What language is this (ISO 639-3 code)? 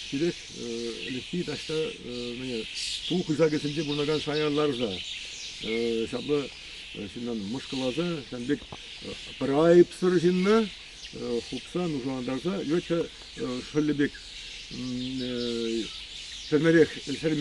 chv